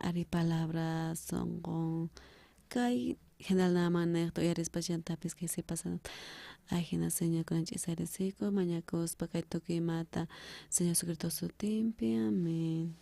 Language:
South Bolivian Quechua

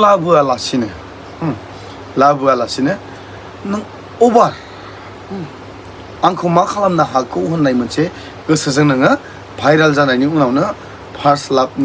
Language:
Bodo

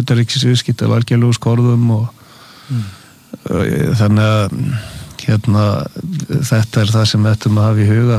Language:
Icelandic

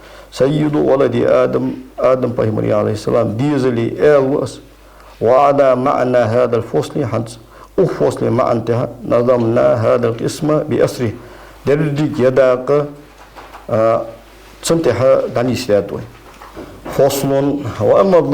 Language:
Ingush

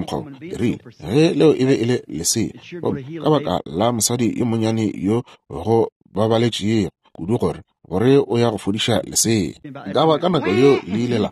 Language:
Northern Sotho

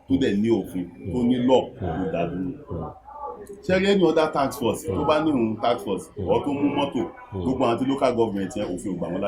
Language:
Yoruba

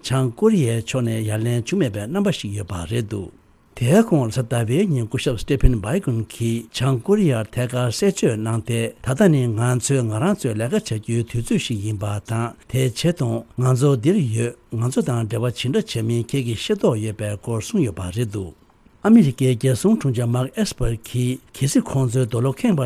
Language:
Tibetan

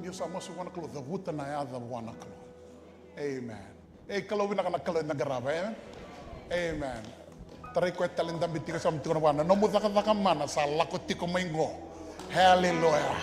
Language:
Fijian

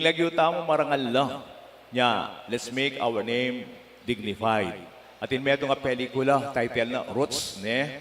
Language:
Pampanga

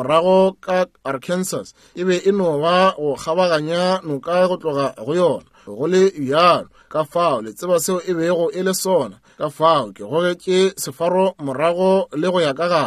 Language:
Northern Sotho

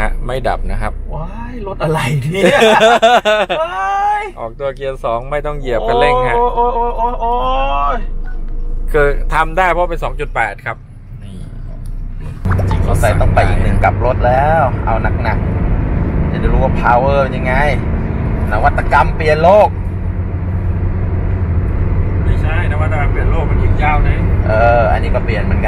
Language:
Thai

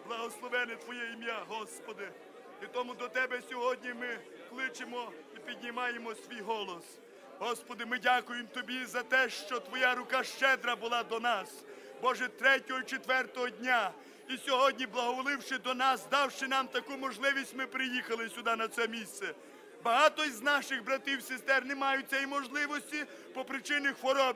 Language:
Ukrainian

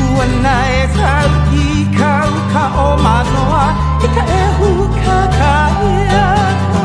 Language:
Hawaiian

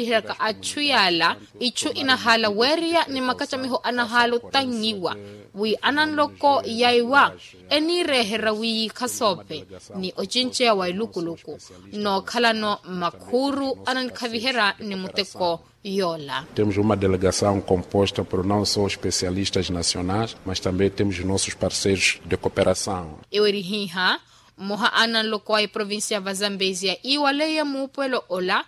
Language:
Makhuwa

